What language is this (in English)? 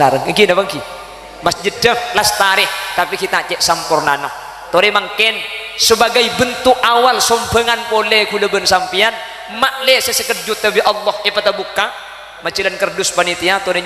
Madurese